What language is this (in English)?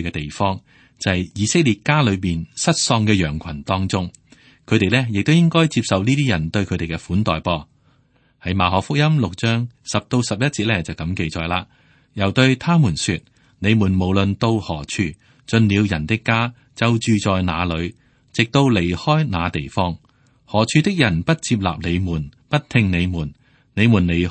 Cantonese